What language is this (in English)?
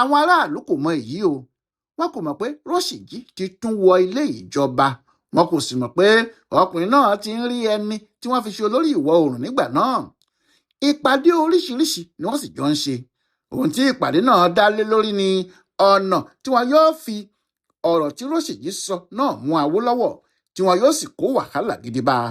Yoruba